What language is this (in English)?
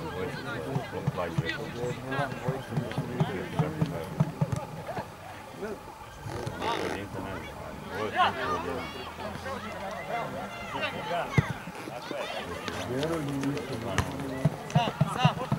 Serbian